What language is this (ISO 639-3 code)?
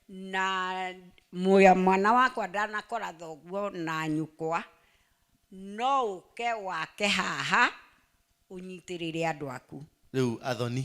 kik